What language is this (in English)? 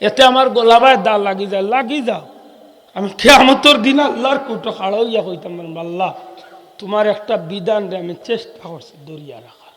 Sylheti